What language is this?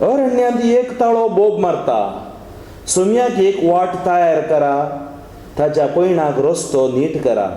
Konkani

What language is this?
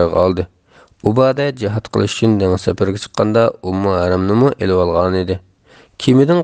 Uyghur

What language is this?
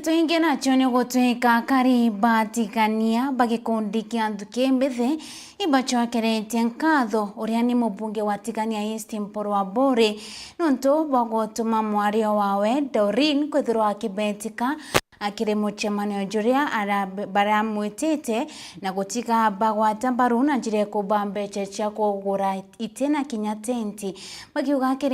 Meru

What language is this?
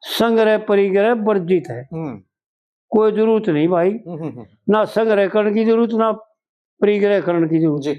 Haryanvi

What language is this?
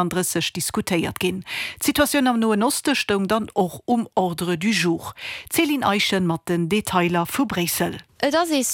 Luxembourgish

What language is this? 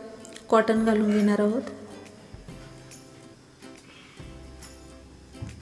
Marathi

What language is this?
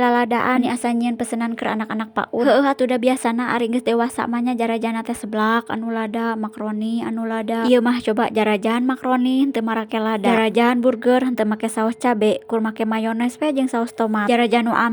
Sundanese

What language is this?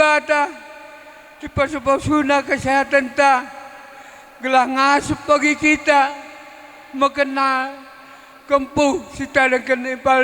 Batak Karo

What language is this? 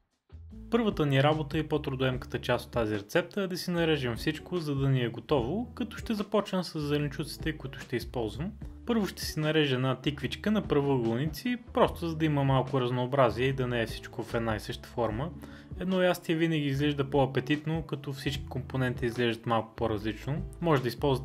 Bulgarian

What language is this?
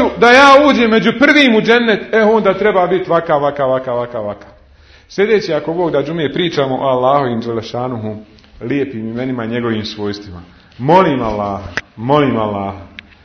Bosnian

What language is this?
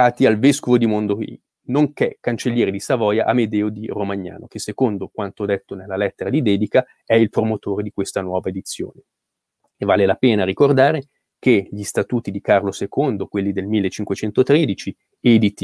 Italian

